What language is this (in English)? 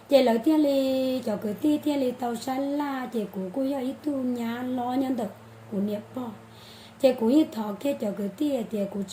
Hmong